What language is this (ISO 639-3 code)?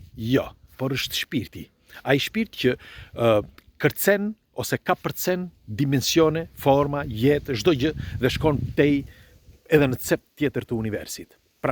sqi